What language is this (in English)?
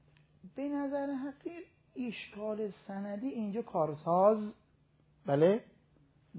Persian